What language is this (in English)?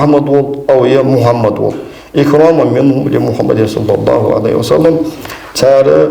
Ingush